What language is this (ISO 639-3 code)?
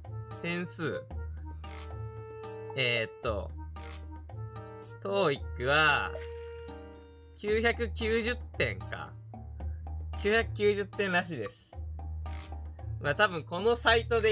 jpn